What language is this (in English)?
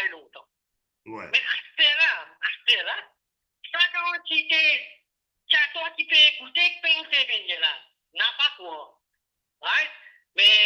Morisyen